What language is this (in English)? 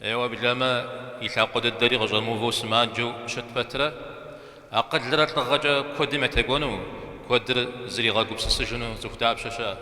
Kabardian